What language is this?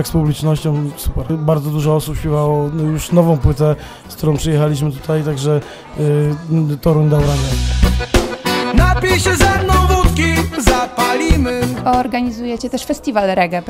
Polish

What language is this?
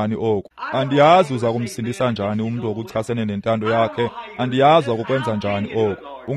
Xhosa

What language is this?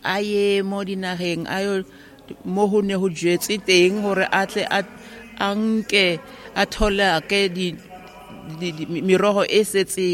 Southern Sotho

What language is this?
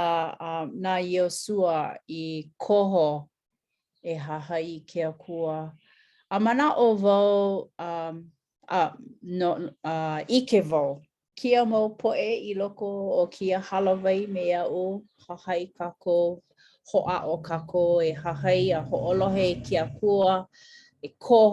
Hawaiian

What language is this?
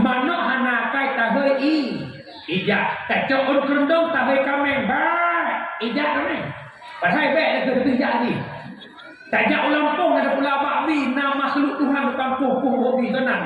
Achinese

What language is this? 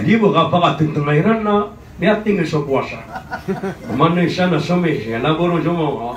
Maranao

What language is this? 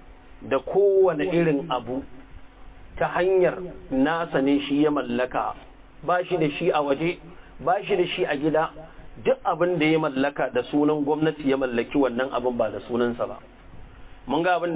Hausa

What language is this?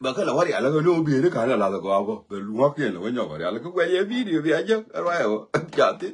Nuer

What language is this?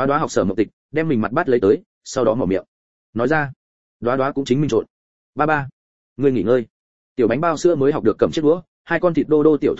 Vietnamese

